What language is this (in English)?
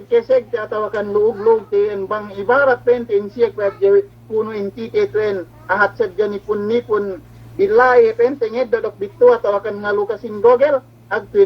Yakan